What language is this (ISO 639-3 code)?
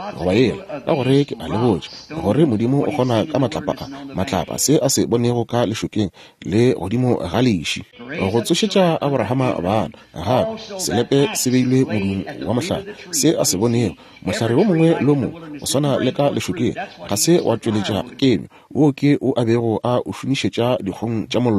nso